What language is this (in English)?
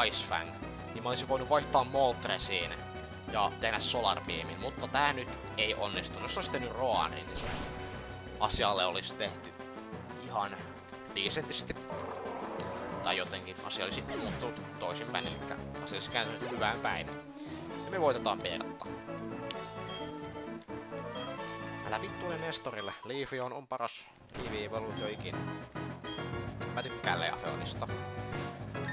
Finnish